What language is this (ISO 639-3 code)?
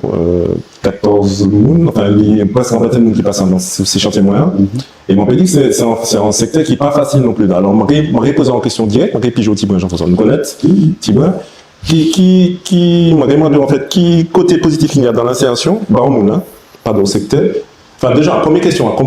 gcf